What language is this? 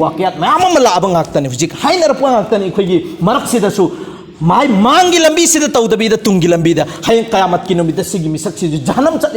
Manipuri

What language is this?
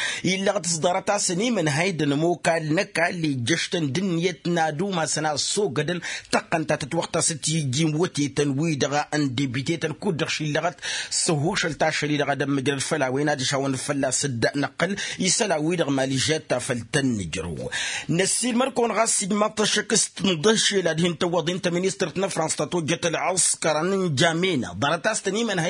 Tamasheq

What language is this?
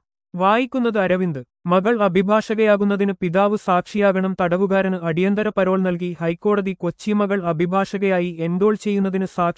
Malayalam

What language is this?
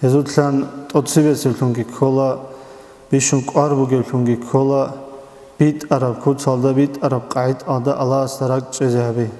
Avaric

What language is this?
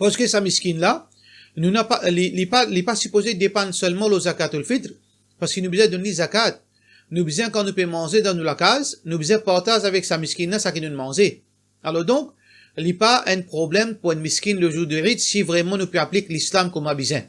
Morisyen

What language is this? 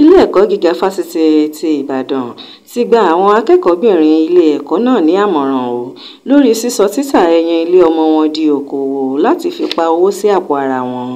Yoruba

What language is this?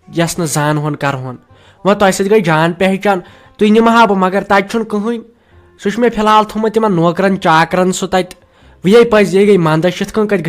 Kashmiri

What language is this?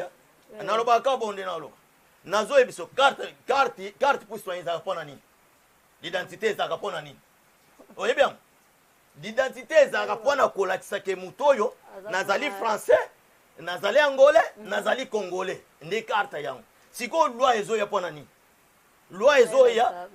Lingala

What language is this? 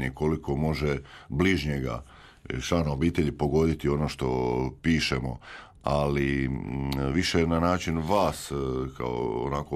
Croatian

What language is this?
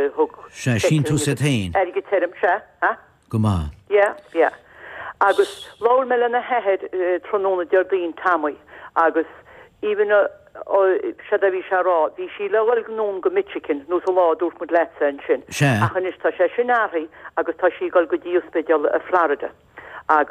Irish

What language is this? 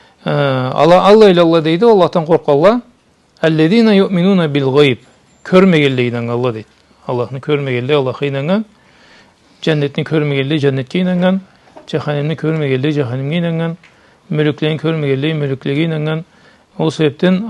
Karachay-Balkar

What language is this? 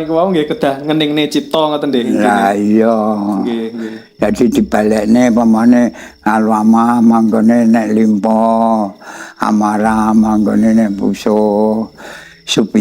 Javanese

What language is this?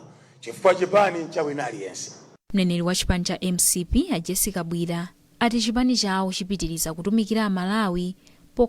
Nyanja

